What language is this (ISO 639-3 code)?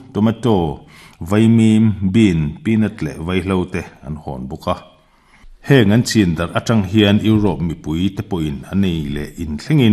lus